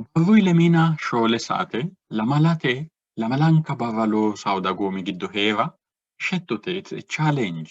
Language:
Sidamo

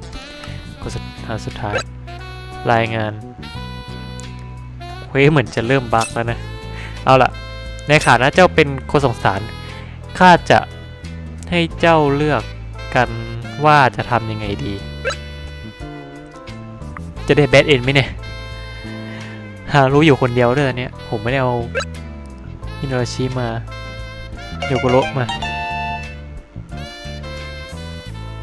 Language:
Thai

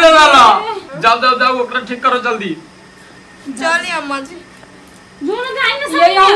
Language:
Maithili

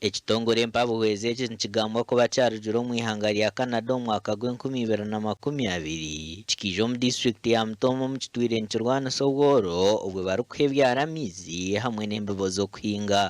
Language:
Nyankole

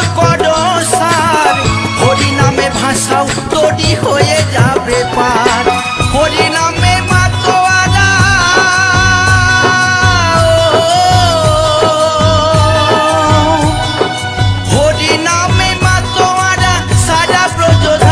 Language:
Bangla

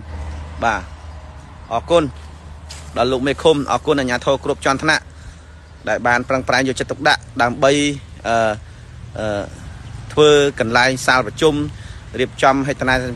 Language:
Khmer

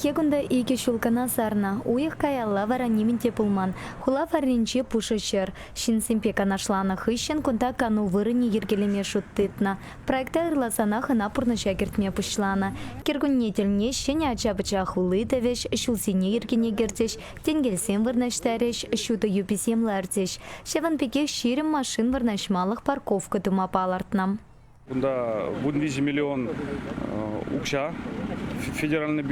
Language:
Chuvash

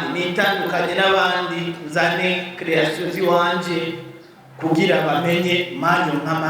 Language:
Rundi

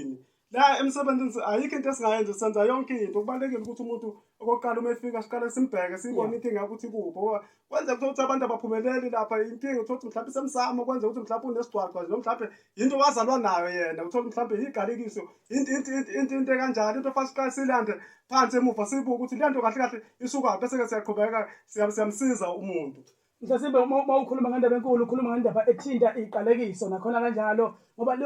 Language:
Zulu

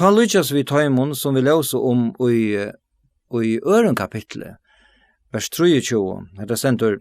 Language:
Faroese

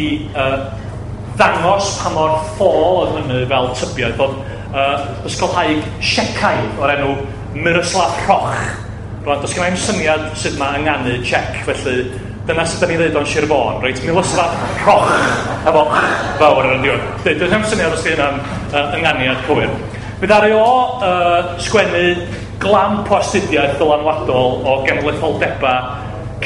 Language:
Welsh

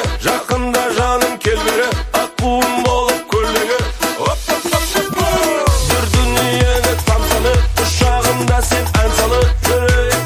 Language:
Kazakh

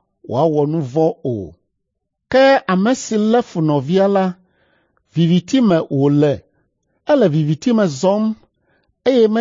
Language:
Ewe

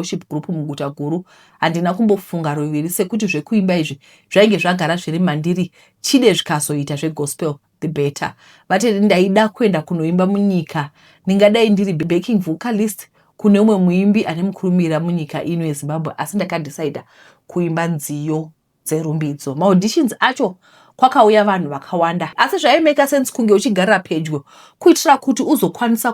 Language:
Shona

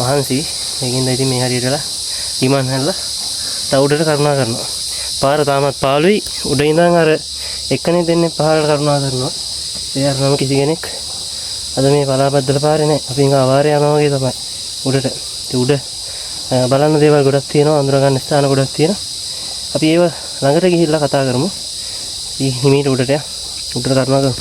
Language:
Sinhala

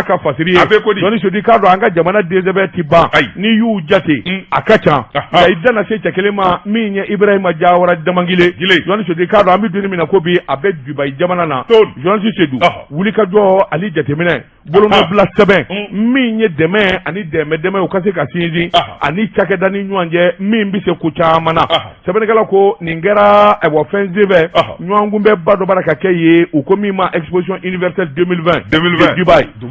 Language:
Bambara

